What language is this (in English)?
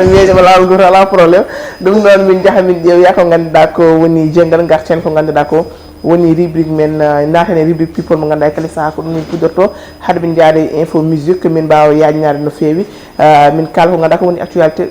Fula